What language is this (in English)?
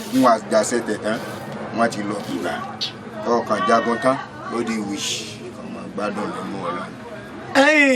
Yoruba